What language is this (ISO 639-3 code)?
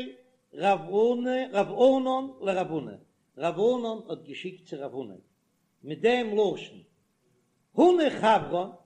yid